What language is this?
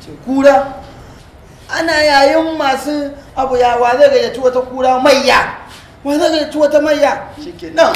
Hausa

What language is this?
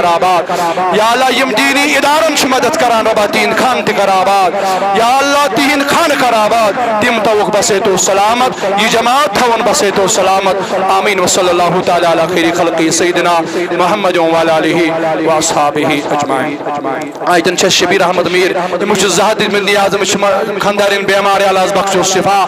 Kashmiri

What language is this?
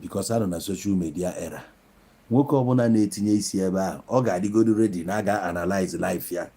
Igbo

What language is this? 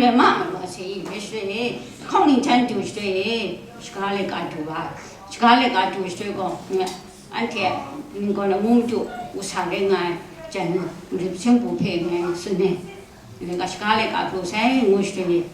Kachin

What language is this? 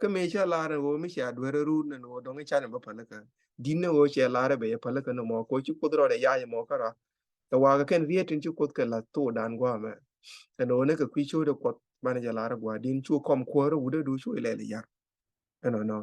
Nuer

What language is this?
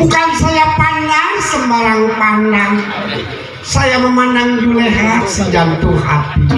Betawi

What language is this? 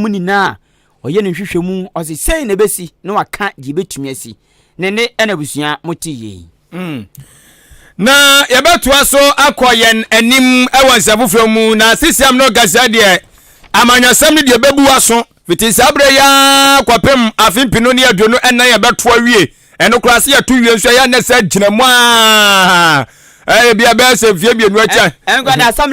Akan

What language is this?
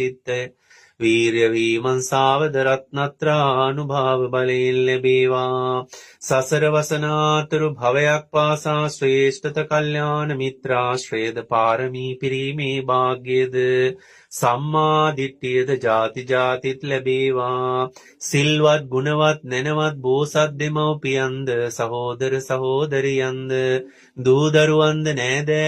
Sinhala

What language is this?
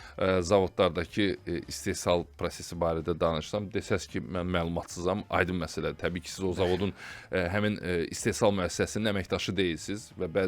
Azerbaijani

